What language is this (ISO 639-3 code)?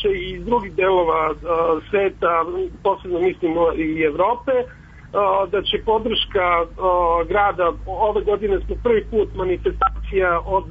srp